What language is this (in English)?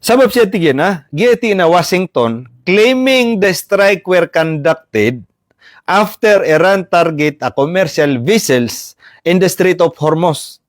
Maranao